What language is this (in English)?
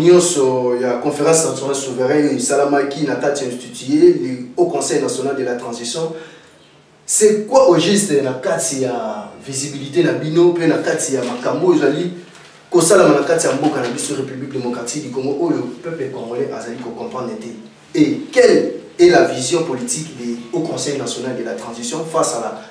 Lingala